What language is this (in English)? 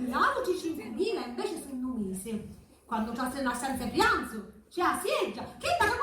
Sicilian